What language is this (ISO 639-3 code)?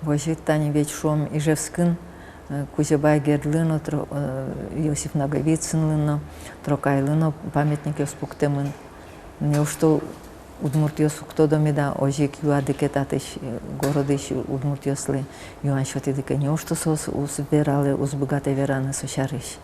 udm